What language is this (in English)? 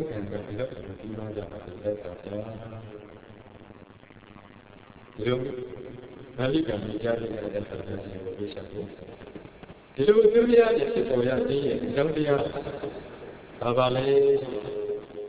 Burmese